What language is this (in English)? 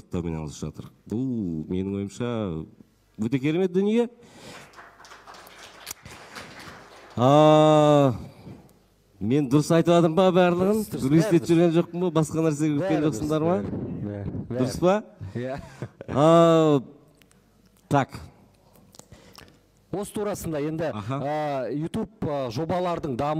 Kazakh